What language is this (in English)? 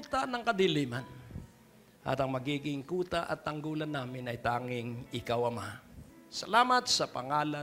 Filipino